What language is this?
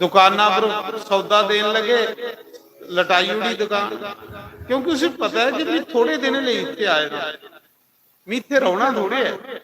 Dogri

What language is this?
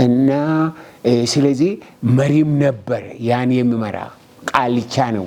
Amharic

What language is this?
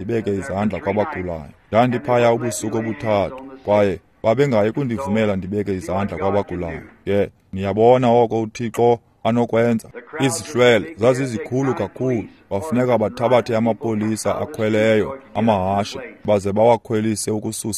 Xhosa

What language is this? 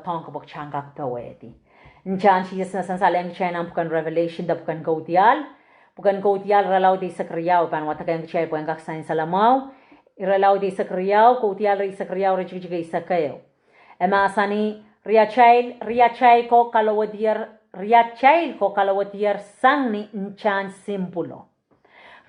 Pohnpeian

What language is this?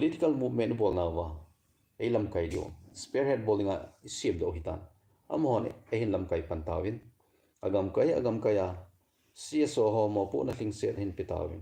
Thado Chin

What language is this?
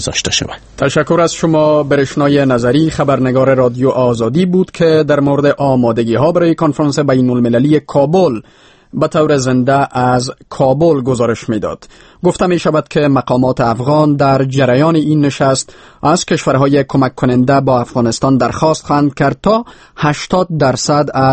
Persian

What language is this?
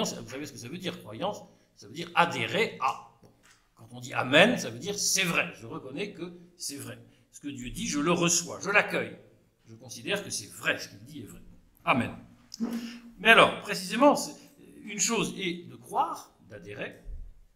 French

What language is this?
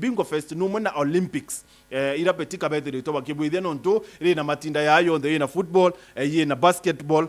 Meru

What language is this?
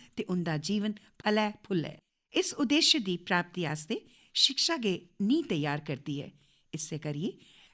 Dogri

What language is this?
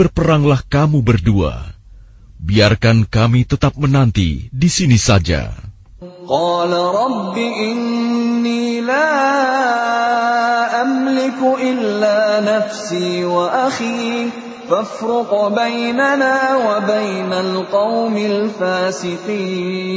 Indonesian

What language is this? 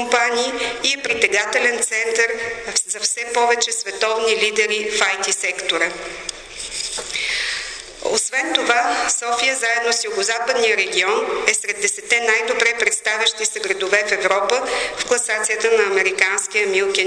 Bulgarian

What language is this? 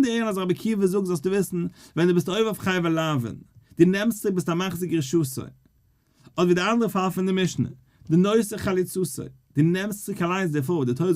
Yiddish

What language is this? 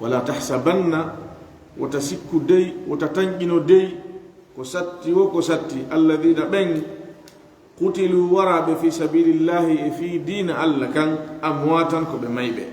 Fula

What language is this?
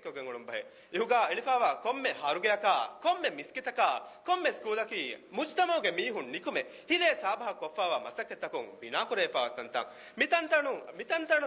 Divehi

